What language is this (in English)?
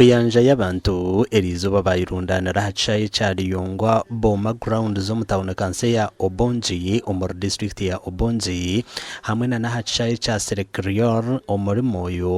Nyankole